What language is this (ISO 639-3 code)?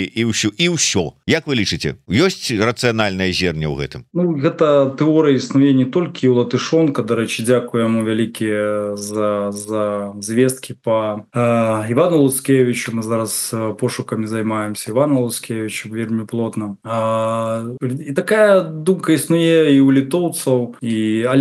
bel